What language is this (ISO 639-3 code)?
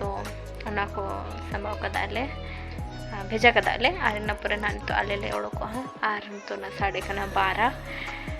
sat